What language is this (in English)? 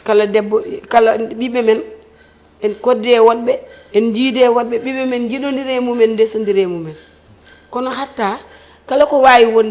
Fula